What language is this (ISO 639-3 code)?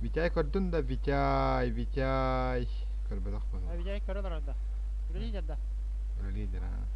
sah